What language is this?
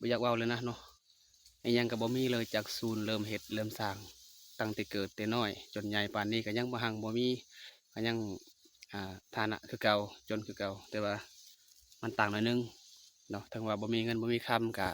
Lao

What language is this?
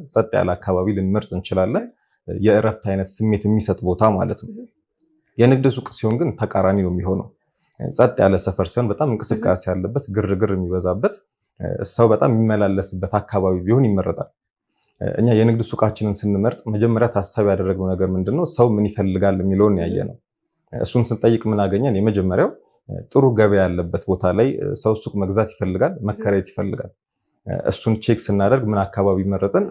Amharic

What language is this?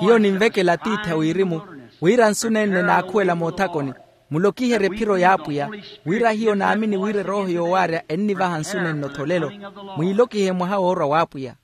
Makhuwa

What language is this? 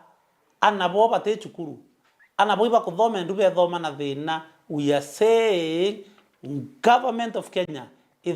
Meru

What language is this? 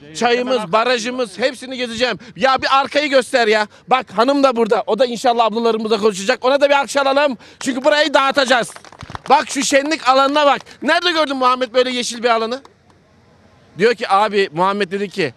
Turkish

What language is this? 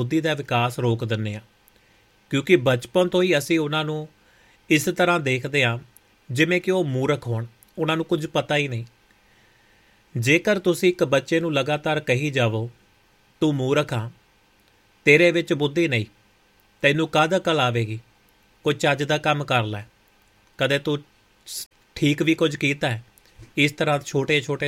Punjabi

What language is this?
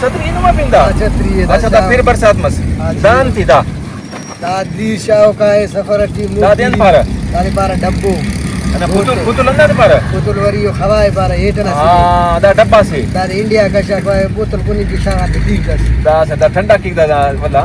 Brahui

